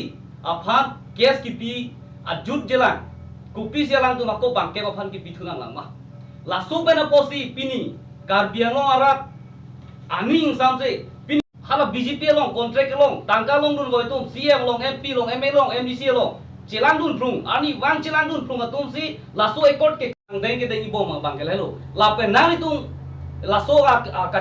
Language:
Karbi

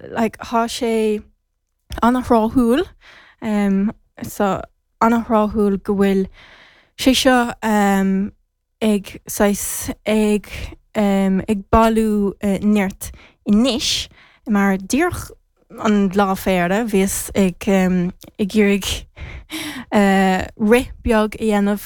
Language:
Irish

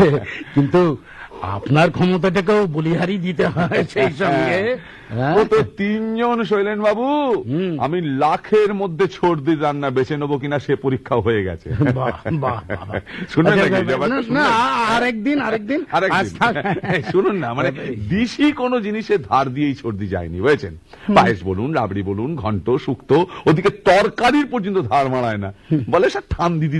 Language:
Bangla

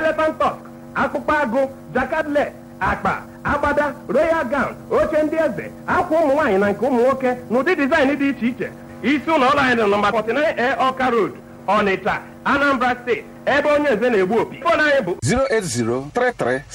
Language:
Igbo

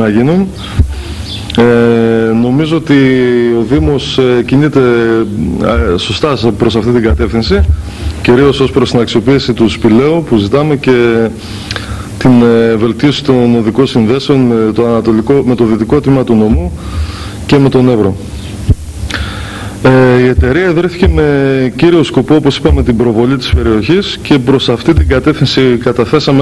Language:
Greek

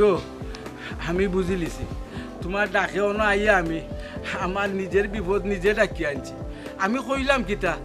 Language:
Sylheti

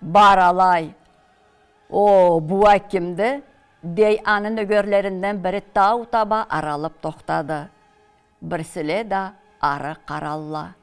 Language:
Karachay-Balkar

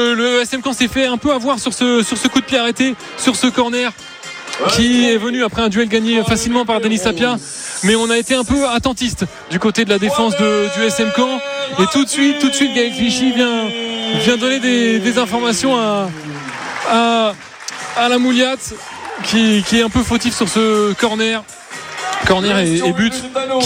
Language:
French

